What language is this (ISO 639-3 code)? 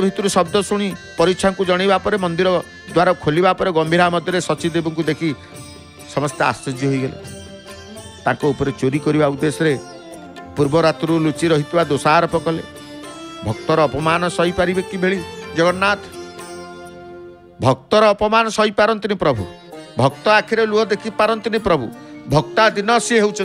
ori